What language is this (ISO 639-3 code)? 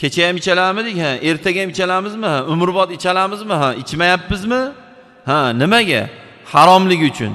uzb